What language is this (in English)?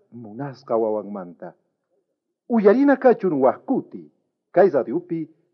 South Bolivian Quechua